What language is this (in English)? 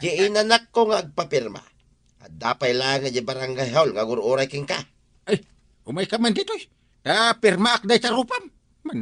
Iloko